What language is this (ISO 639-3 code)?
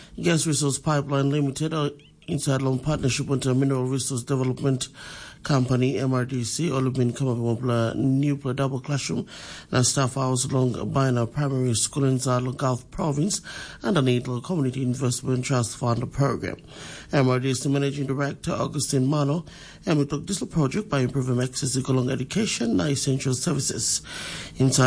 tpi